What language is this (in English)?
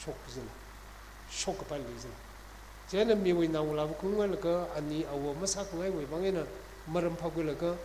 Tangkhul Naga (India)